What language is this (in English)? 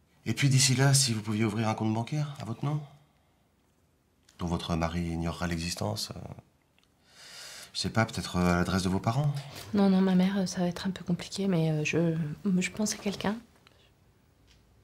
French